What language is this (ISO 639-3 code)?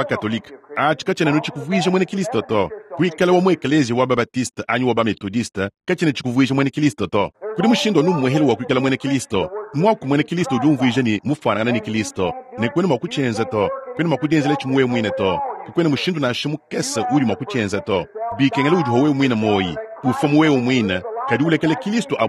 lua